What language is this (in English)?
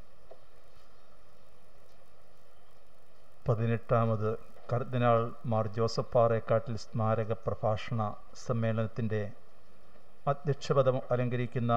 Malayalam